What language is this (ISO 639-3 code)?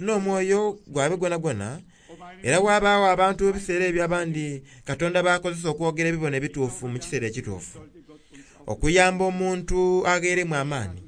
xog